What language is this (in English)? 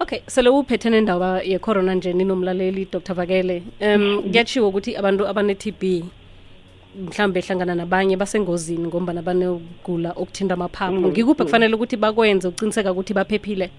South Ndebele